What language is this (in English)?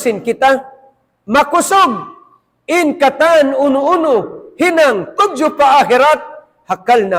Tausug